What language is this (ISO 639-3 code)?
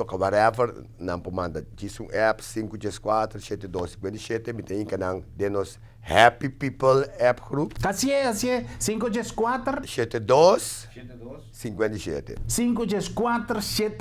pap